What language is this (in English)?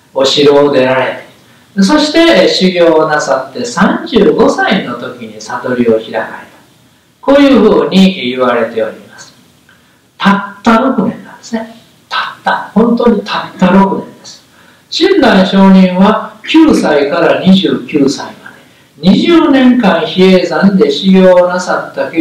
Japanese